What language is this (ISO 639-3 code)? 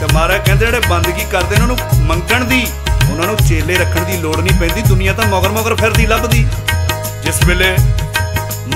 pan